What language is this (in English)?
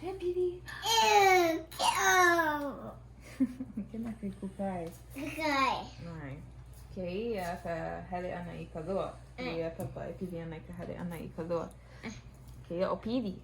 Hawaiian